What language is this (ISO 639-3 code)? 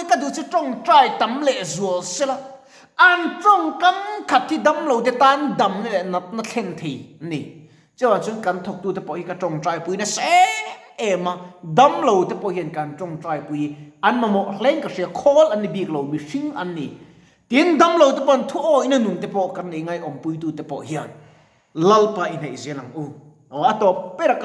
lus